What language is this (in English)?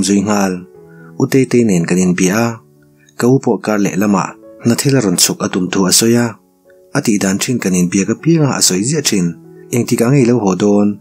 Mizo